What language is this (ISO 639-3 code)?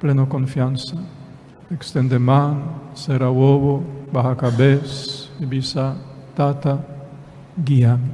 pap